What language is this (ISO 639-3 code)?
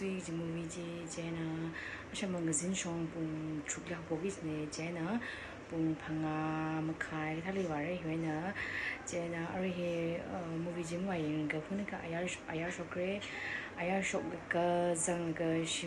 nmf